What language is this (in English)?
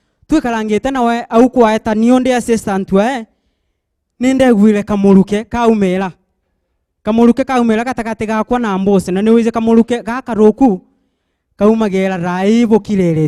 Meru